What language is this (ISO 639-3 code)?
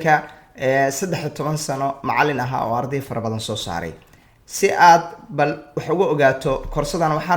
som